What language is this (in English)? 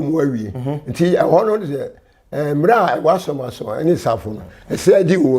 Akan